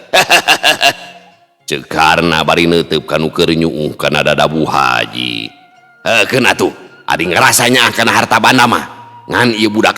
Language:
Sundanese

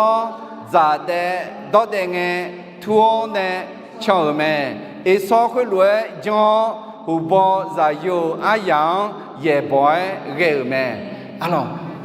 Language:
Akha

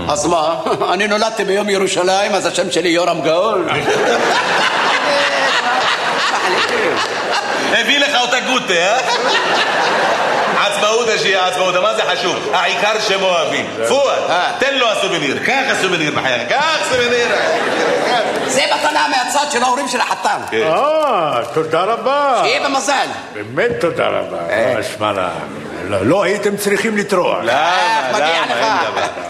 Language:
Hebrew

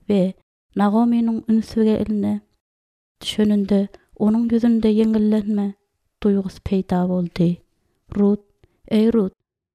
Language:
Turkmen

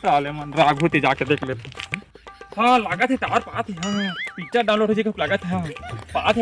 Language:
Chhattisgarhi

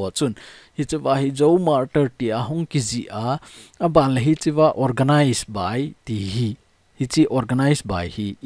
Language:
Thado Chin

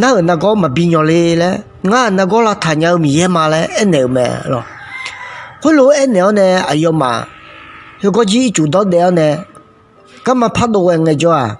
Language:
Akha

